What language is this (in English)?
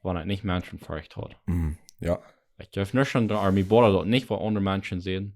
Plautdietsch